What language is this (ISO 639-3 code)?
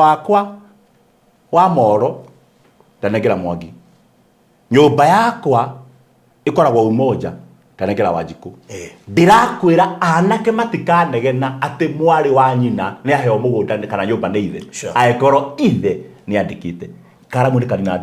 kik